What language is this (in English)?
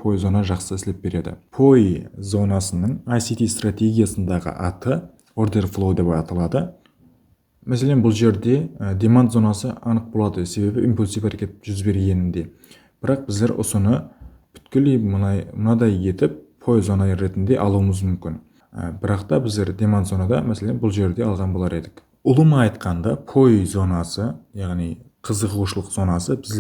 Kara-Kalpak